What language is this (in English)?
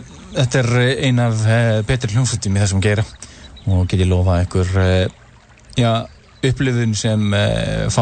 Icelandic